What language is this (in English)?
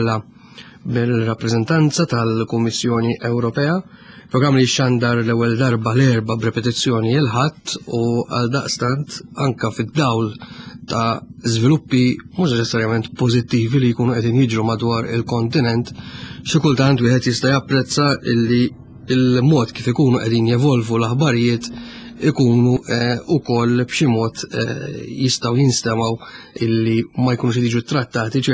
Maltese